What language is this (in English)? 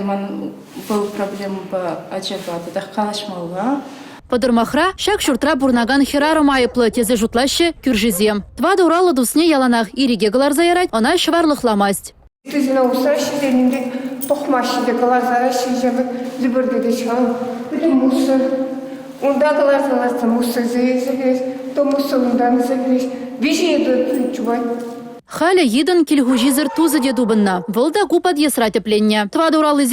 Chuvash